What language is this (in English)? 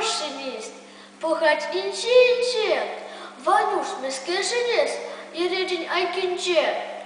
Chuvash